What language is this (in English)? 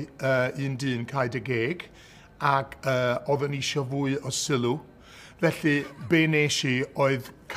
Welsh